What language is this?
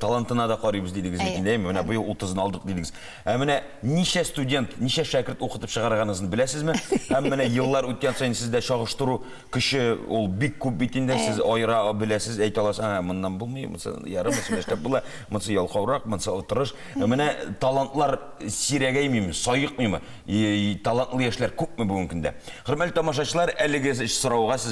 Tatar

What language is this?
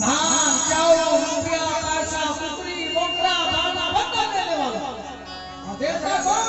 Chhattisgarhi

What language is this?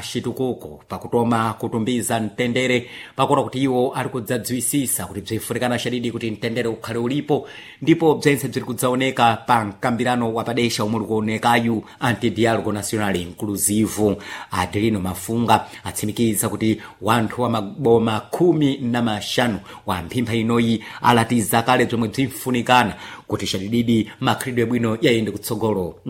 Sena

